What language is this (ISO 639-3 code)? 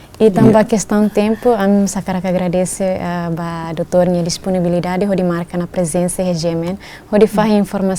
tet